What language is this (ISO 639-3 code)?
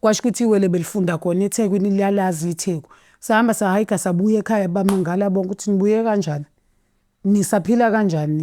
zul